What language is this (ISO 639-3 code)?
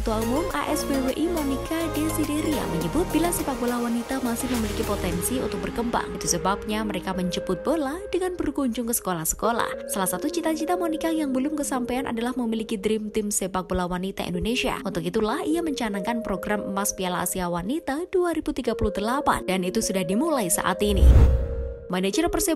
ind